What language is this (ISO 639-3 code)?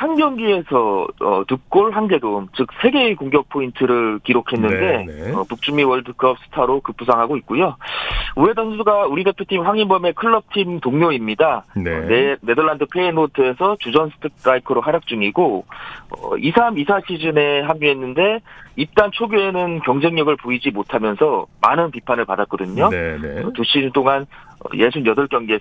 kor